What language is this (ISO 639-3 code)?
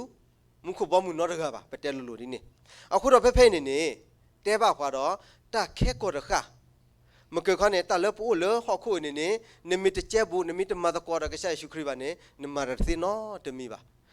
ksw